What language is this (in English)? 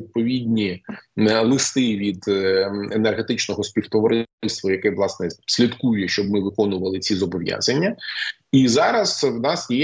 Ukrainian